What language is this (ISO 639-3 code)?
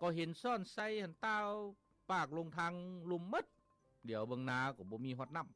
lao